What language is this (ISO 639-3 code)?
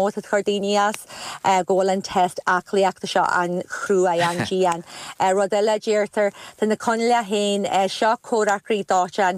gle